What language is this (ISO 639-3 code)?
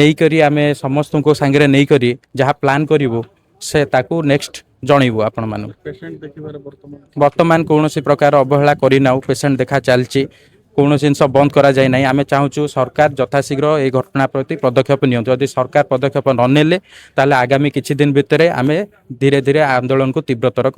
ori